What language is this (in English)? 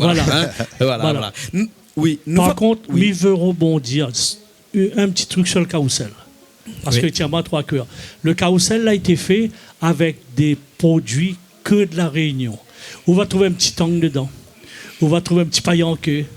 Réunion Creole French